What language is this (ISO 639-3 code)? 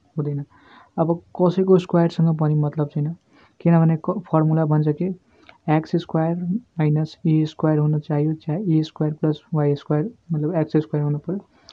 nep